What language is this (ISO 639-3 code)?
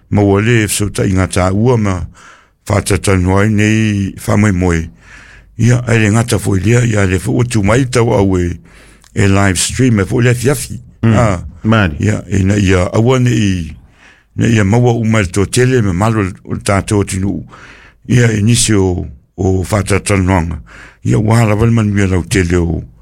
smo